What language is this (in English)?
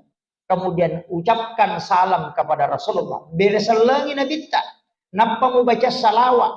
Buginese